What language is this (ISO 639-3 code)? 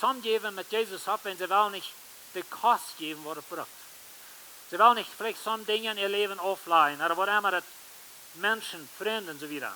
pdt